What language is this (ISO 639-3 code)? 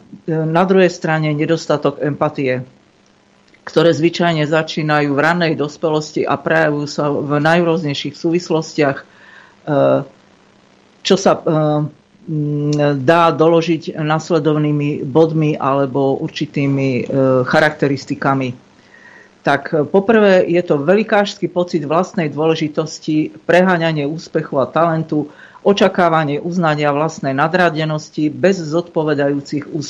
slk